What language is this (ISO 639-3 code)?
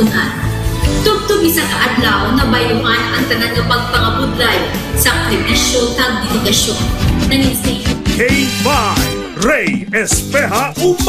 hil